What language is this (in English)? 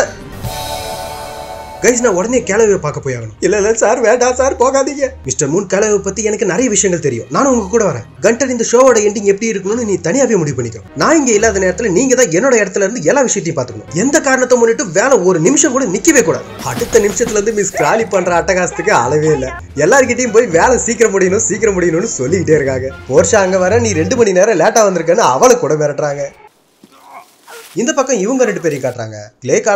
Tamil